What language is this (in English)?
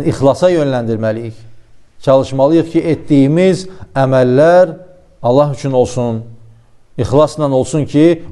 Azerbaijani